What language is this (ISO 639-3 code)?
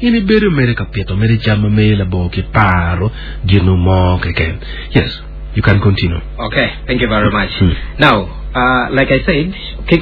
ach